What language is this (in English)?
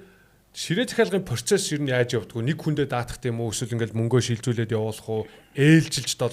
Mongolian